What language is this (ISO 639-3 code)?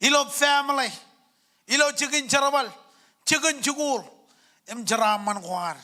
mah